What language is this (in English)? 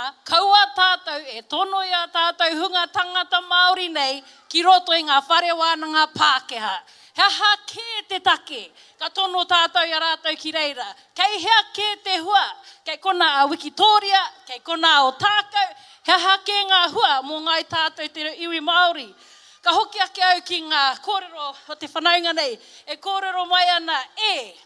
Māori